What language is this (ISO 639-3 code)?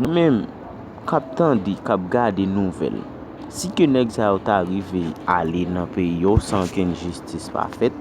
hat